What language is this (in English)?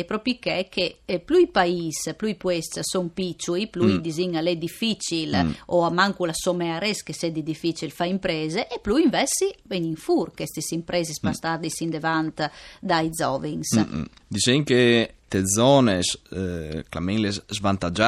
Friulian